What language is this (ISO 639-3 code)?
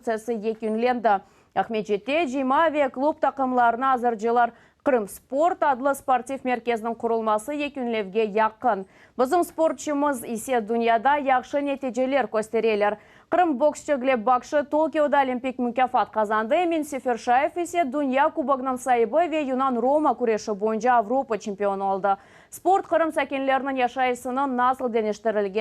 crh